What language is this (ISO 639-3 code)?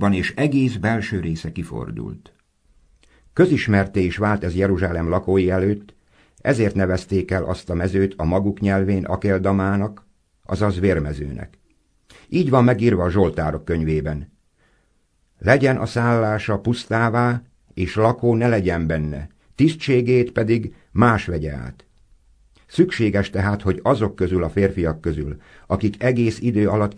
hun